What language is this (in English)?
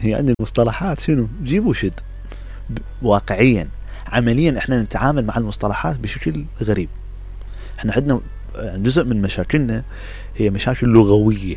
Mesopotamian Arabic